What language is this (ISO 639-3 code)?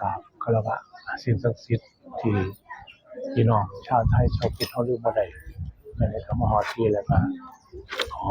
tts